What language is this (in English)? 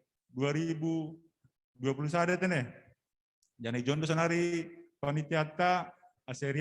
Batak Simalungun